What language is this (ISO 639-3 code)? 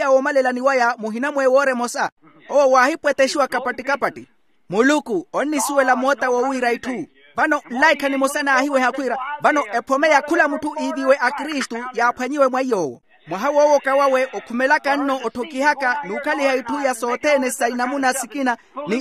vmw